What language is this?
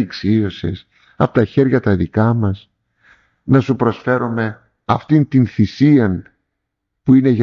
Greek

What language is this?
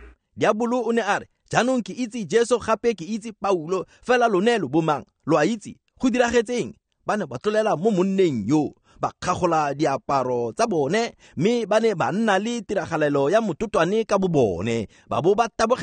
Tswana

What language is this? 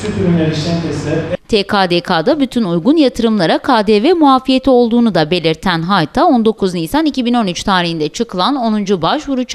Turkish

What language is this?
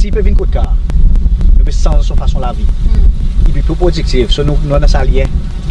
Seselwa Creole French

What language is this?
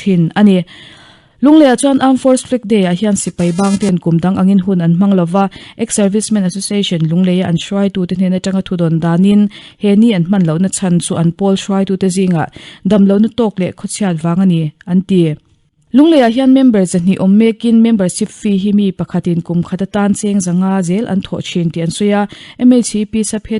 Mizo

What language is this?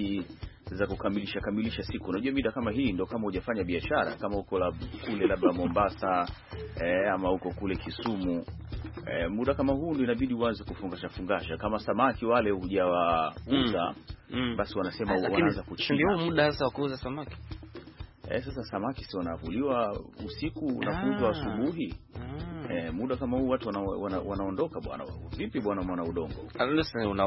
Swahili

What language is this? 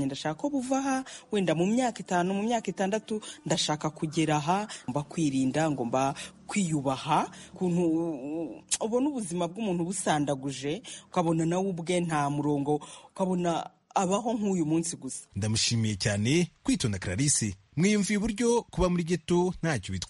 Kinyarwanda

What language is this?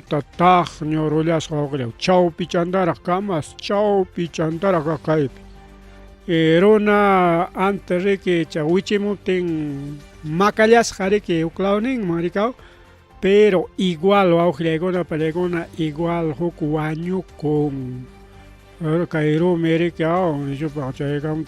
Ayacucho Quechua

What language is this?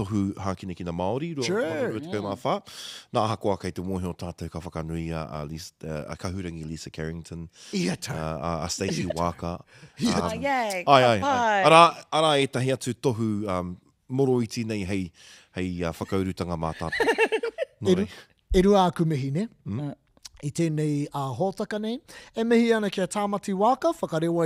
Māori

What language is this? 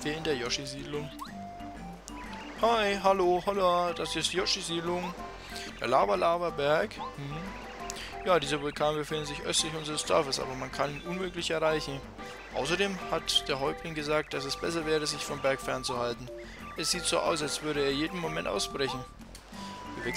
German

